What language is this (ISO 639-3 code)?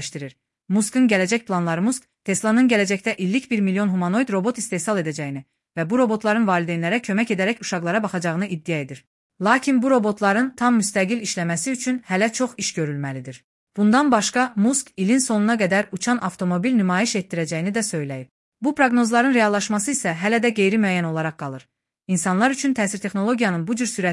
aze